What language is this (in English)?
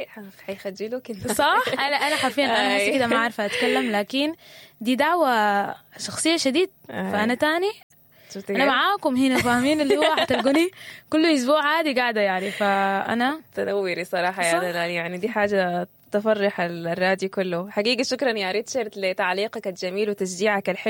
Sudanese Arabic